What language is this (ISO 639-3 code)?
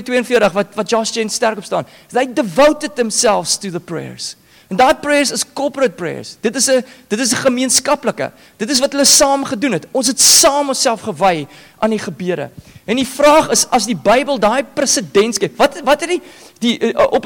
afr